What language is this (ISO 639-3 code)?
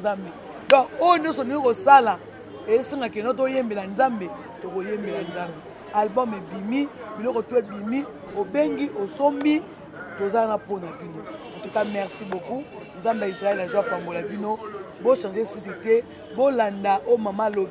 lin